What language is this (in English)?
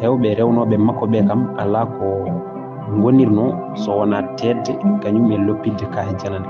Fula